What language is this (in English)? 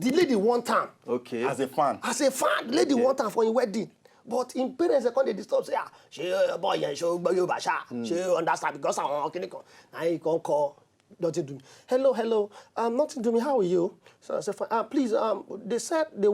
Nigerian Pidgin